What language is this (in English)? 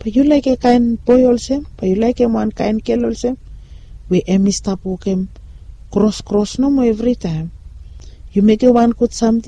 Bislama